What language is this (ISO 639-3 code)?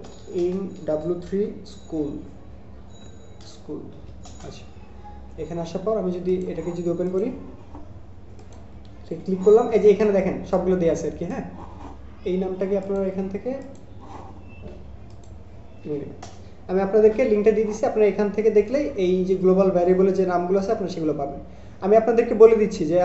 ben